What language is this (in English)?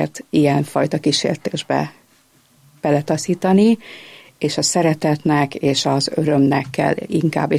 Hungarian